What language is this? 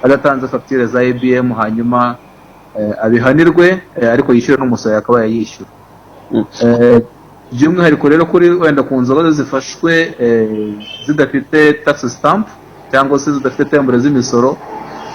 Kinyarwanda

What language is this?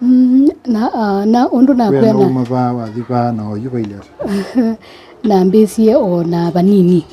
Kamba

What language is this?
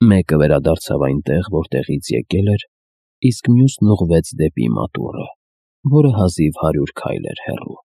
Armenian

